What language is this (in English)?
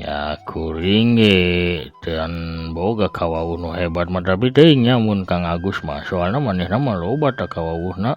Sundanese